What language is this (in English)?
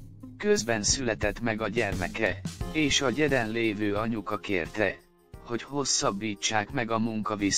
Hungarian